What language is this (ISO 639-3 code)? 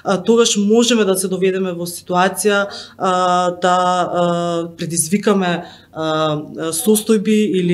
mkd